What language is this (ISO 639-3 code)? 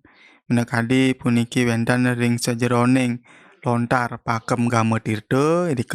ban